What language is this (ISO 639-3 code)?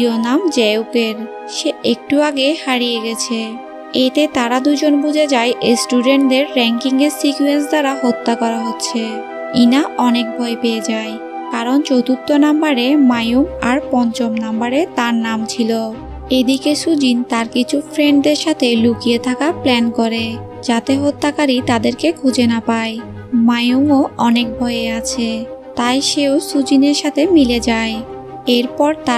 ben